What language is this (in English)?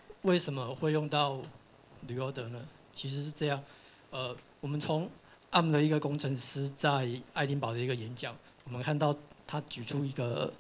Chinese